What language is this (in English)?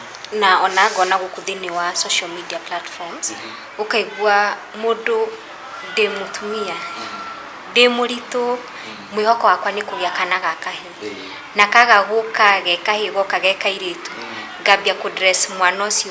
Kikuyu